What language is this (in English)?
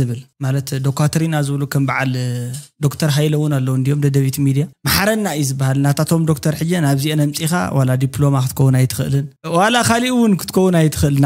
Tigrinya